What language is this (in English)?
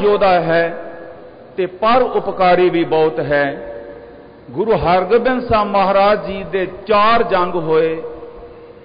Punjabi